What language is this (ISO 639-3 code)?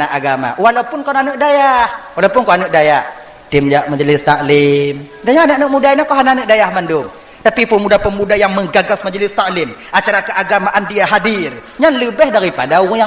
ace